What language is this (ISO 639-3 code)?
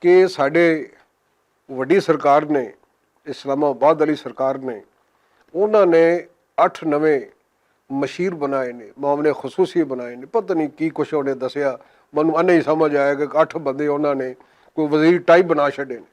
lah